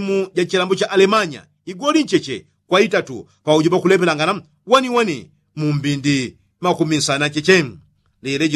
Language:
Yao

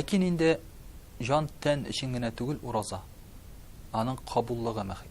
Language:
Tatar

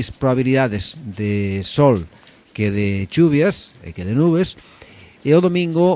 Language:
Galician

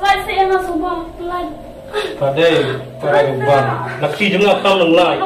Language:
Khasi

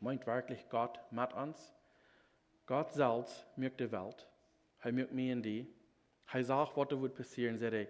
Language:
Plautdietsch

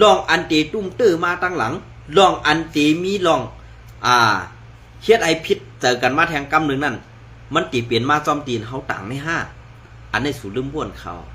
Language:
Shan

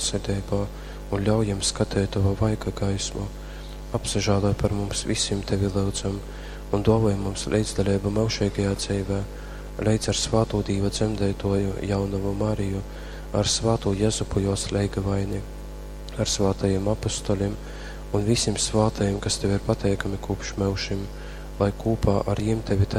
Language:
Latgalian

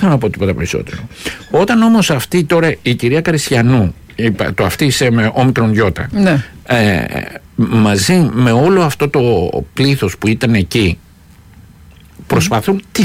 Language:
Greek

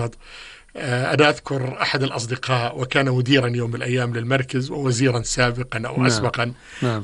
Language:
North Levantine Arabic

